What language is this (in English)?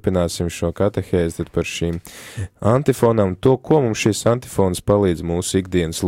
Latvian